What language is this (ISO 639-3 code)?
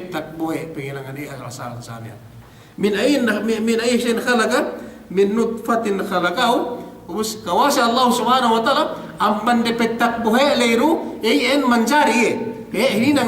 yka